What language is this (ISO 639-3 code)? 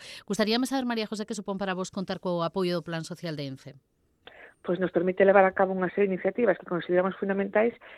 glg